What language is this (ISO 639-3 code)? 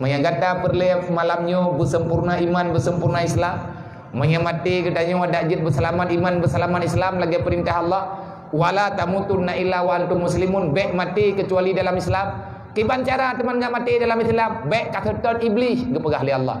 ace